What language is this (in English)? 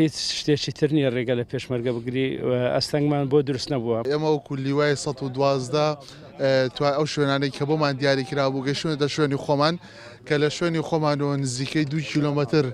Central Kurdish